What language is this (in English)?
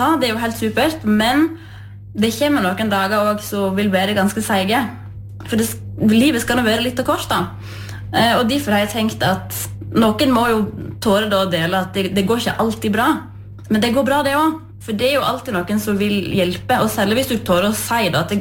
Norwegian